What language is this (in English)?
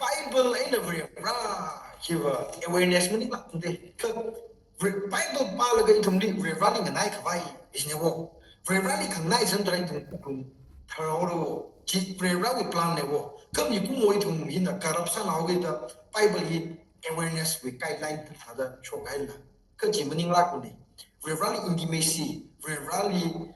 Tangkhul Naga (India)